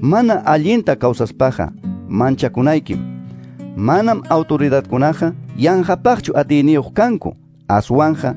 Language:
Ayacucho Quechua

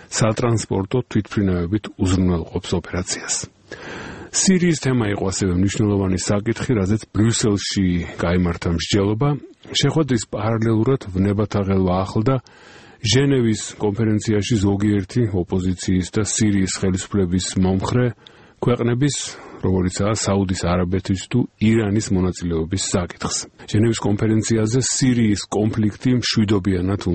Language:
Georgian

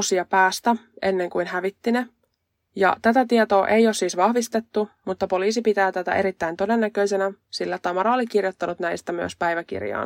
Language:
Finnish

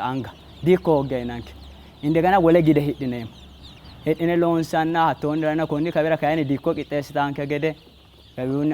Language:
Sidamo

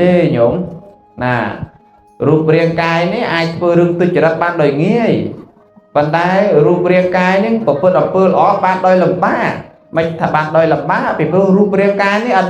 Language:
Khmer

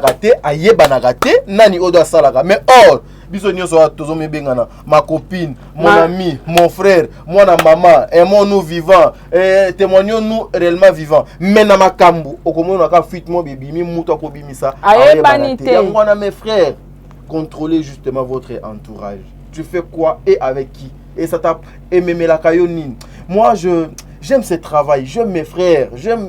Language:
Lingala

